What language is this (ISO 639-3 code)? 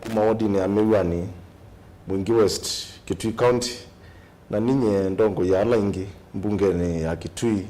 kam